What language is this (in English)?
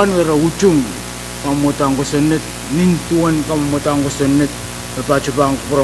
Pohnpeian